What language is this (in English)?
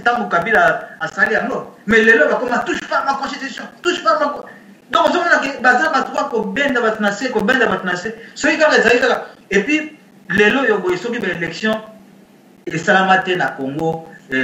Lingala